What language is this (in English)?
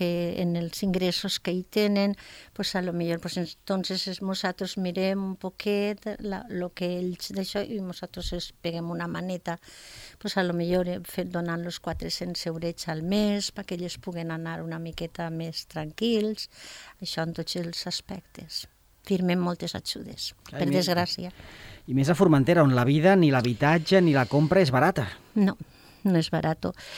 Catalan